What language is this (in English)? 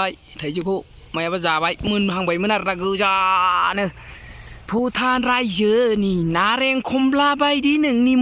Bodo